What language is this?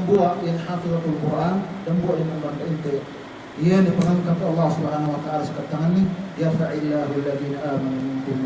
Yakan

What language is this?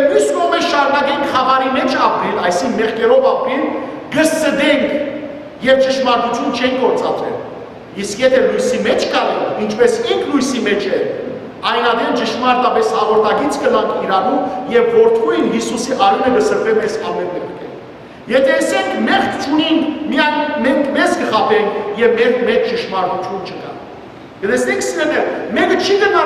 Western Armenian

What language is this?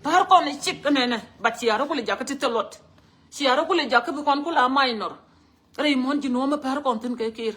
Nuer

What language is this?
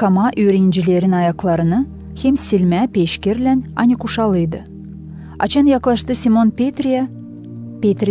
Gagauz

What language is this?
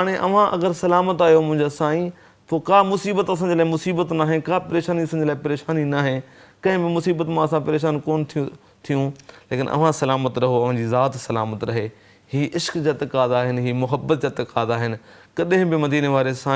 Sindhi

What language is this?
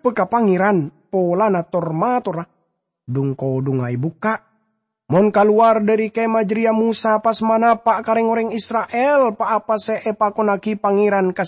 Madurese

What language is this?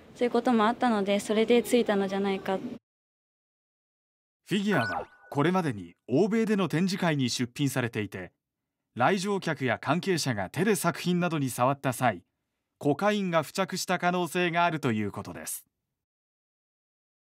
Japanese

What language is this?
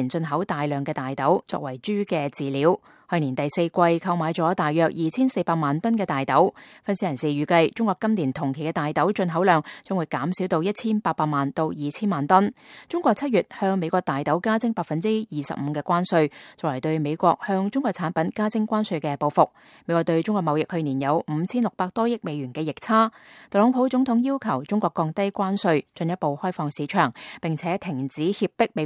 Cantonese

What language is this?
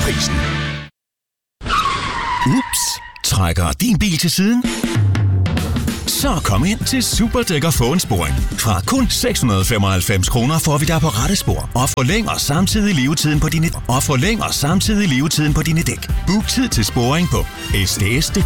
Danish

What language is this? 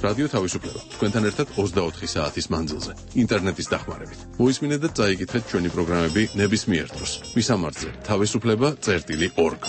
Georgian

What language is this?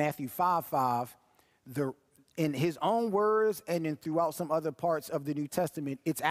English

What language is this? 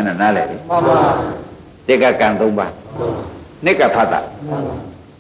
Burmese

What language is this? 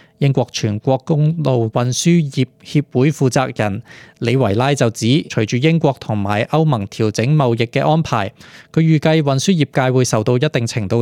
Cantonese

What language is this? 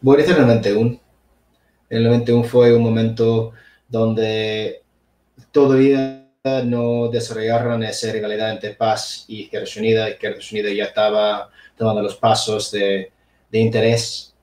Asturian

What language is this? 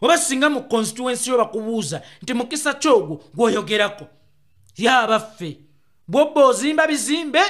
Ganda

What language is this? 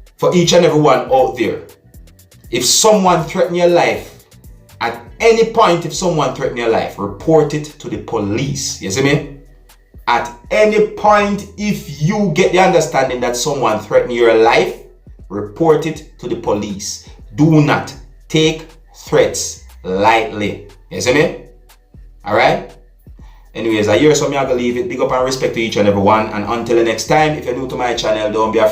Jamaican Creole English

